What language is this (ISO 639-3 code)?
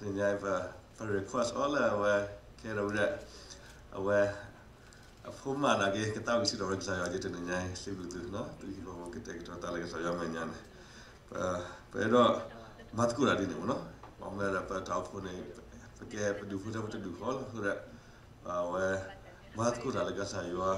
ksw